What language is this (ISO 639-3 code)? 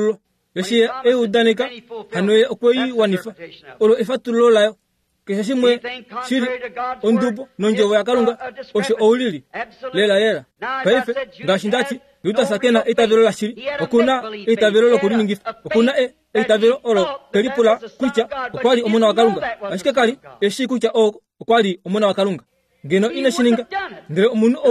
kua